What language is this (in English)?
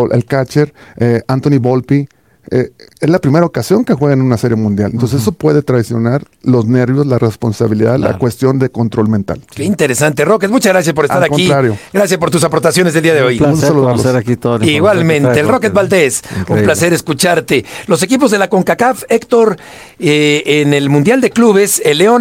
Spanish